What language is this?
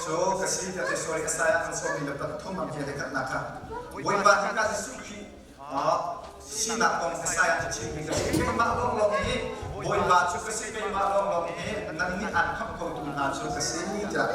Hakha Chin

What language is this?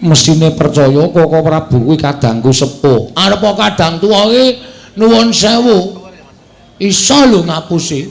Javanese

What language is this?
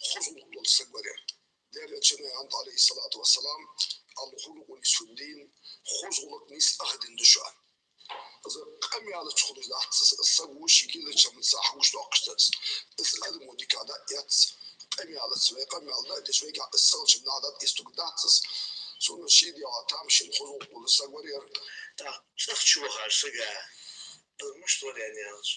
Ingush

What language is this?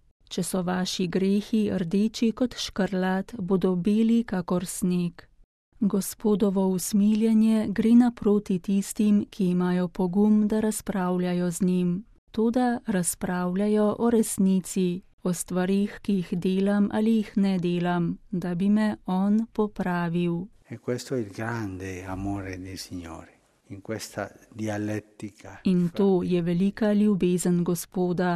Slovenian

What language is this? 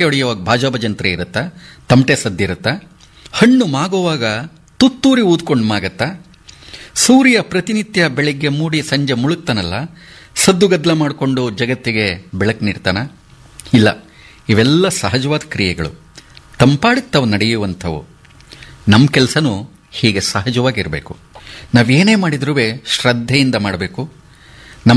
Kannada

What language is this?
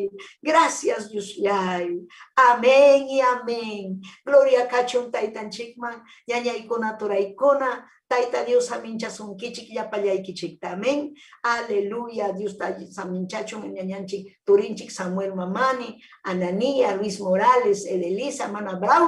Ayacucho Quechua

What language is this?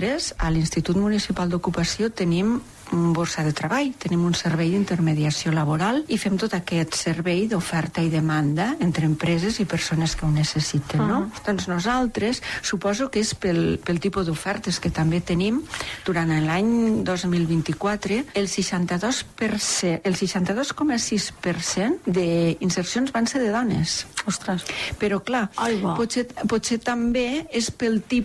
Catalan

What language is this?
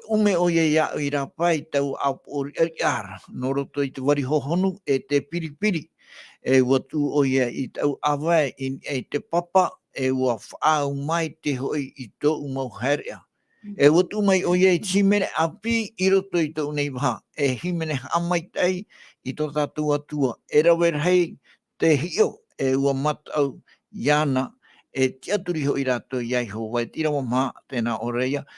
Tahitian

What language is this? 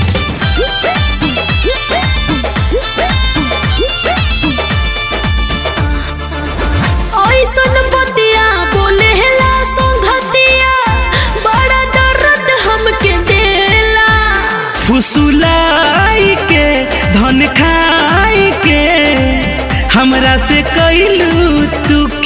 Bhojpuri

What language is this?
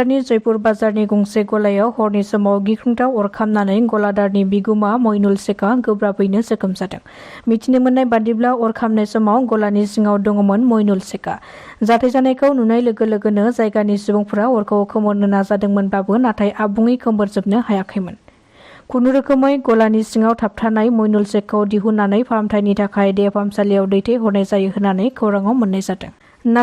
Bodo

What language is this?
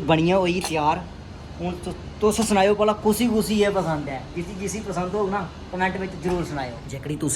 Dogri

